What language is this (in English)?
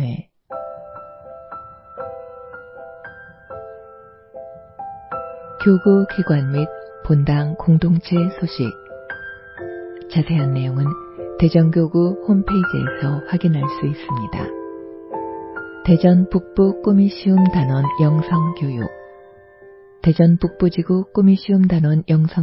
Korean